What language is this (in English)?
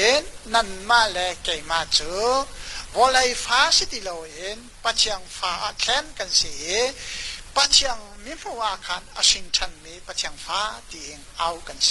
Hakha Chin